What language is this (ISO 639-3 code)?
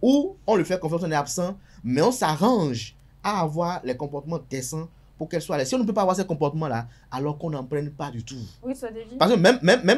fra